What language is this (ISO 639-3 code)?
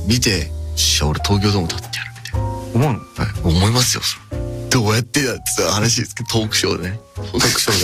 jpn